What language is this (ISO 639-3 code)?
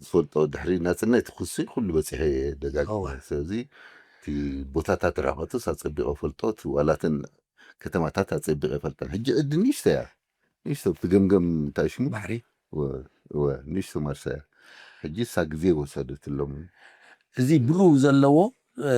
tir